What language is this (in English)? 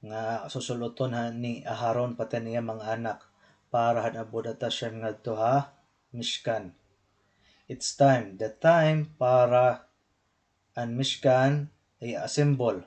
Waray